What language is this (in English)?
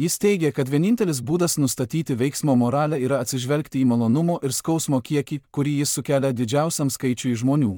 Lithuanian